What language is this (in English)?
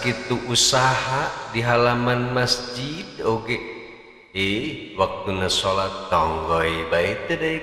Sundanese